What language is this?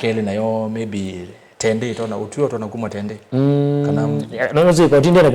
Kamba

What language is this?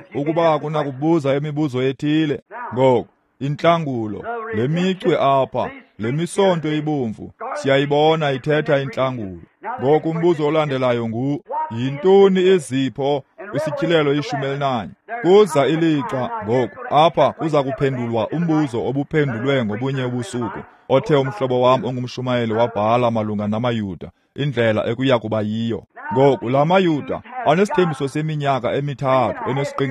Xhosa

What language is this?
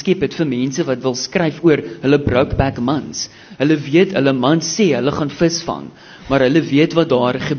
Afrikaans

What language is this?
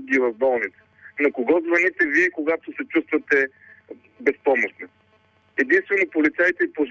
Bulgarian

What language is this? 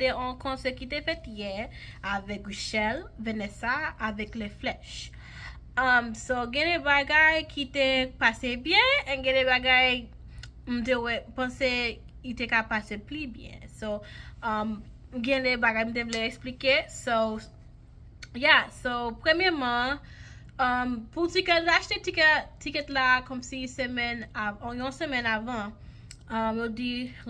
Haitian Creole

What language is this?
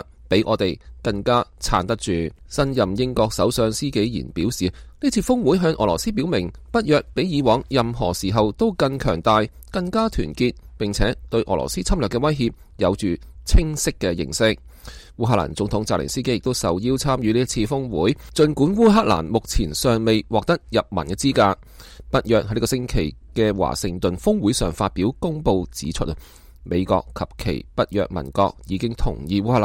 Cantonese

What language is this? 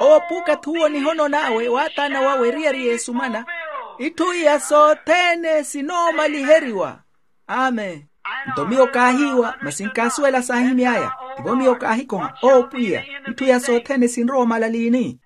Makhuwa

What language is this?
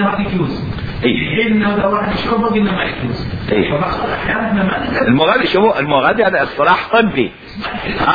Mesopotamian Arabic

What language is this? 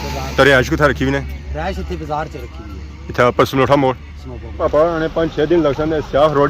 Pahari-Potwari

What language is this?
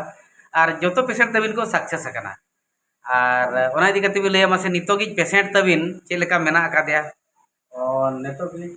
Santali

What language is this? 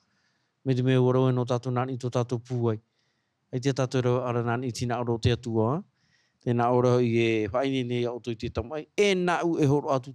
Tahitian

